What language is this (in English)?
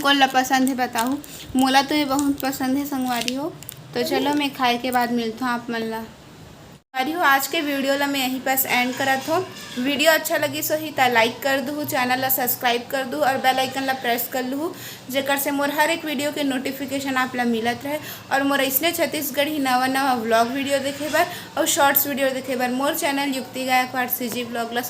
Chhattisgarhi